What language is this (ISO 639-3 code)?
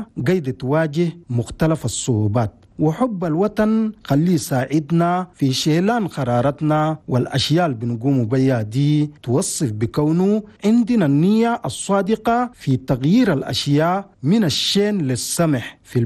shu